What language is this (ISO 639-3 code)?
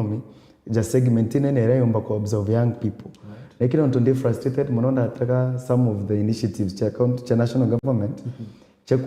mer